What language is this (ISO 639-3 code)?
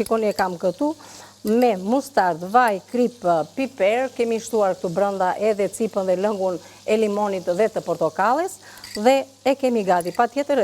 sqi